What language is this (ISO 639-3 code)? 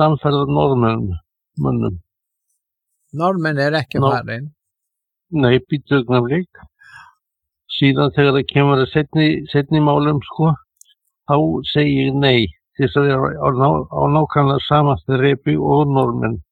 isl